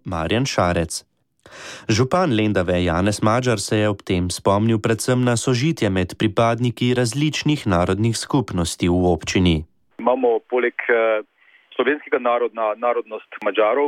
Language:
Slovenian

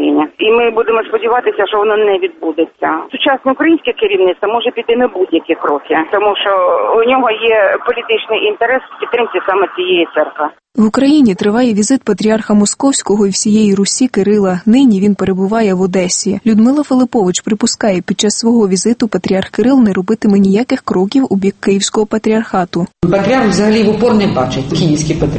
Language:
Ukrainian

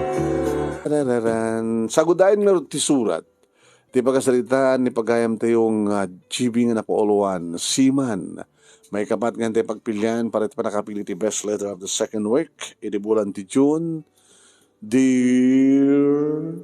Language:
Iloko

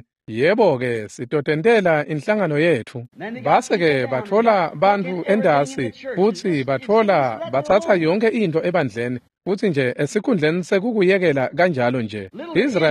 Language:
Swati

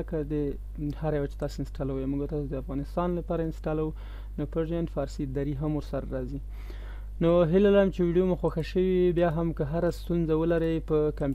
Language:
Pashto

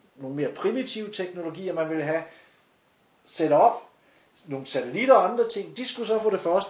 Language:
Danish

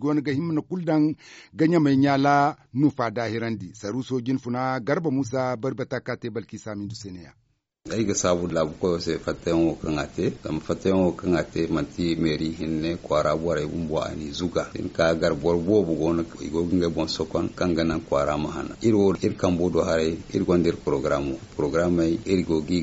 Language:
Zarma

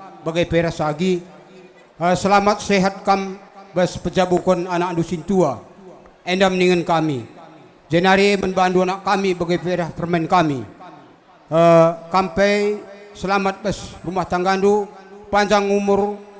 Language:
Batak Karo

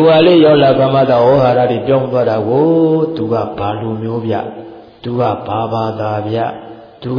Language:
Burmese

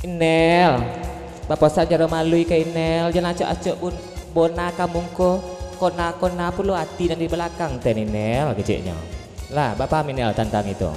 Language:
Minangkabau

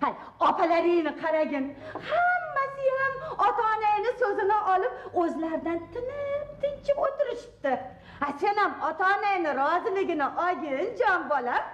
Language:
Uzbek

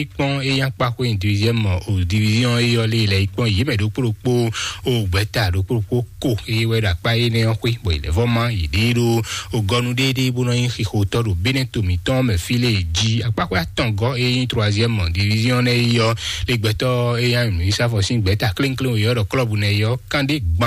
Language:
Fon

